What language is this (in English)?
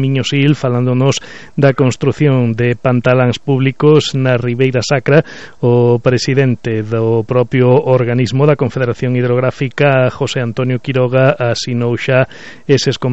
Galician